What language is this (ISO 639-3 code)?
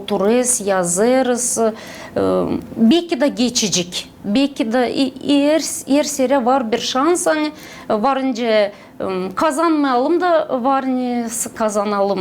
gag